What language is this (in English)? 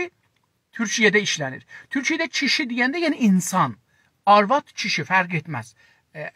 South Azerbaijani